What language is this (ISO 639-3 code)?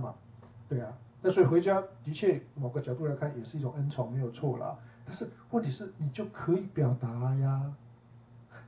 zho